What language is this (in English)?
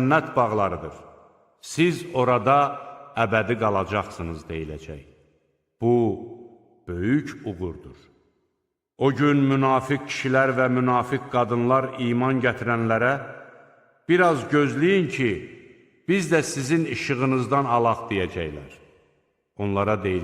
Azerbaijani